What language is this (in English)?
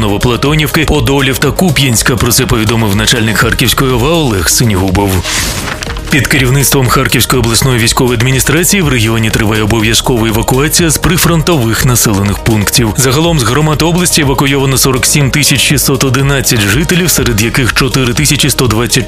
Ukrainian